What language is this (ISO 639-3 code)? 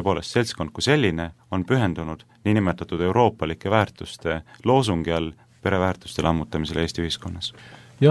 est